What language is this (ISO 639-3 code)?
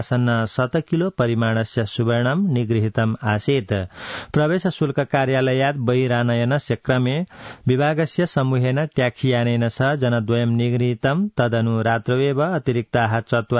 san